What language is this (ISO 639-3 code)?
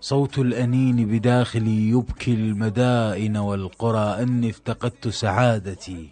acm